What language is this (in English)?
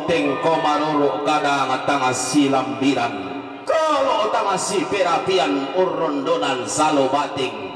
Toraja-Sa'dan